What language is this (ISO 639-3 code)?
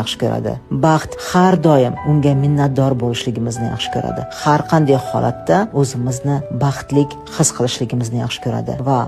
uzb